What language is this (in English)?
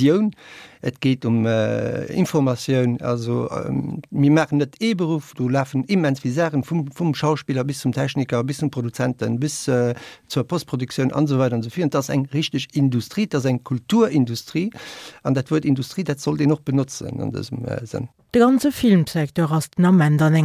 Luxembourgish